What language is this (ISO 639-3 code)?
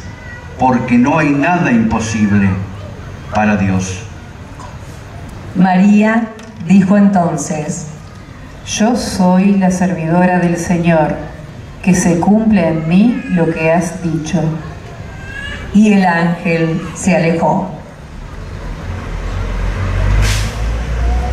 spa